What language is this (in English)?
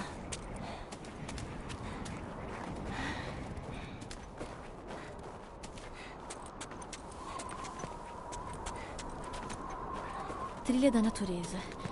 Portuguese